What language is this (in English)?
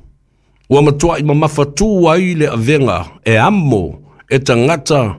Samoan